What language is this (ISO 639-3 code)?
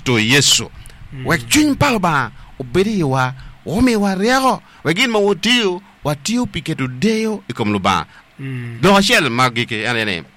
ach